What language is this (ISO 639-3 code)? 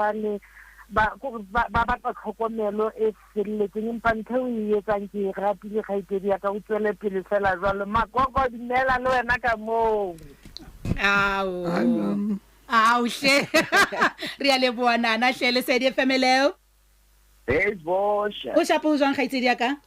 sot